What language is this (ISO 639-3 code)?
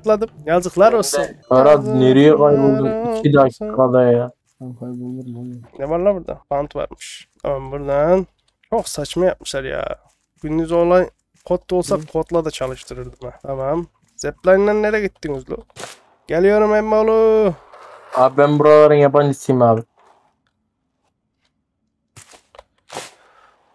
tur